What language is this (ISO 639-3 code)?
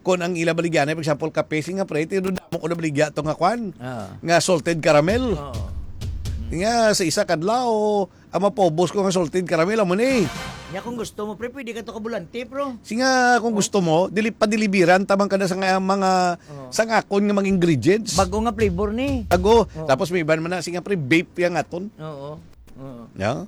hil